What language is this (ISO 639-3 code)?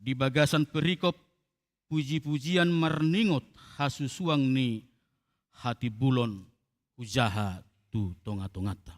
bbc